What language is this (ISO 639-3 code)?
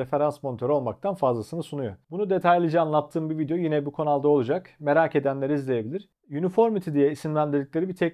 tur